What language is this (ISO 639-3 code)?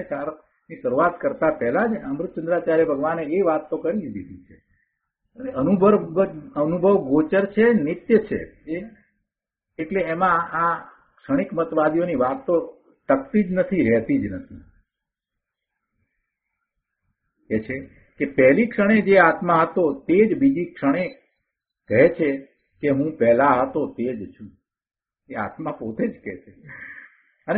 guj